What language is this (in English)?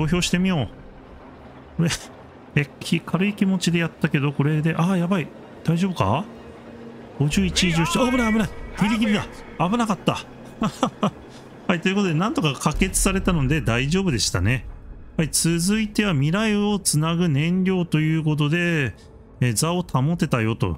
Japanese